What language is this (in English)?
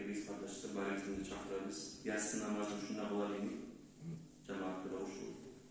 Kumyk